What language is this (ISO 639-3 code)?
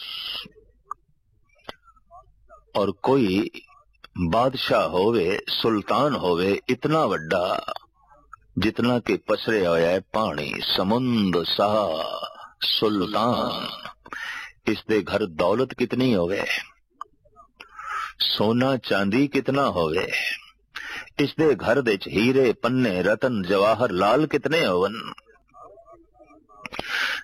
pan